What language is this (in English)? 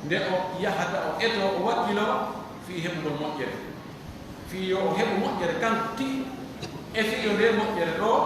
Pular